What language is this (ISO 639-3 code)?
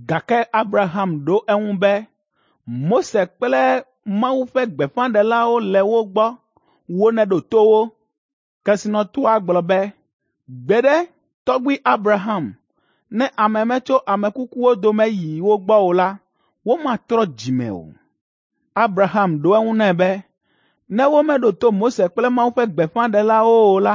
ewe